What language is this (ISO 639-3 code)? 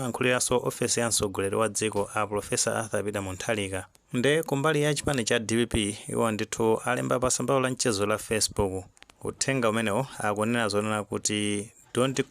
nya